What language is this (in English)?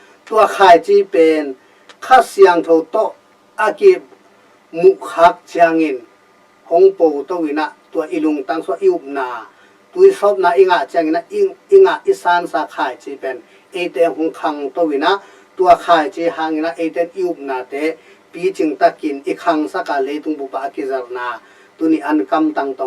Tedim Chin